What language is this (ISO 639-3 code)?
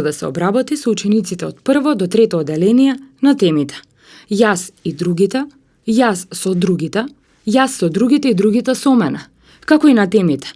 mkd